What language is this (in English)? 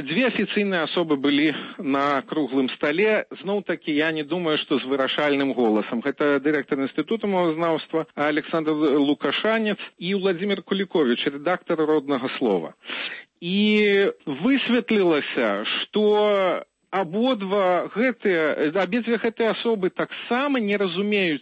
Belarusian